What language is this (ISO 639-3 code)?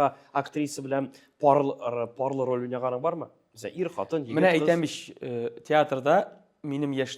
tat